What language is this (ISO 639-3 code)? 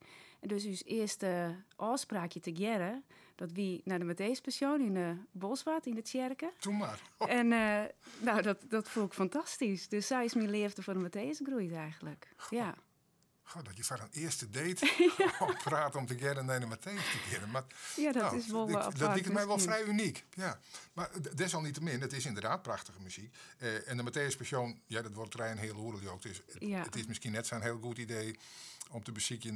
fry